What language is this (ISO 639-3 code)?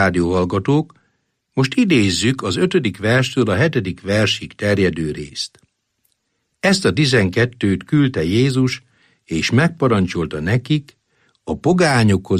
hun